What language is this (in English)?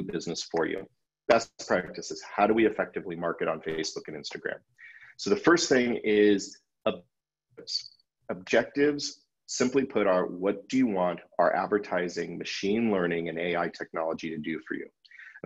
English